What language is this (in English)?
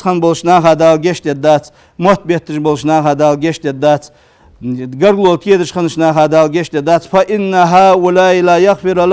Ingush